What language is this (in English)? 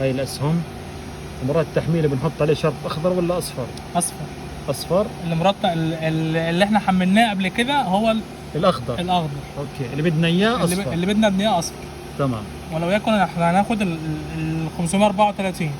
Egyptian Arabic